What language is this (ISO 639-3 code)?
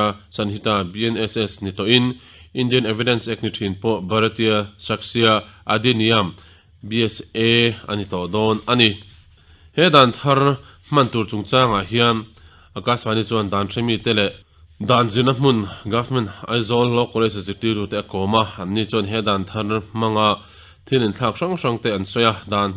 lus